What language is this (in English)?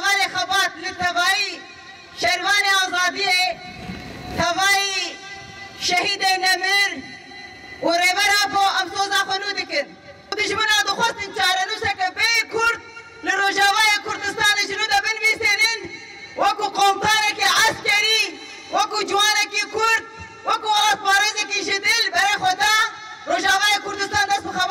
Kurdish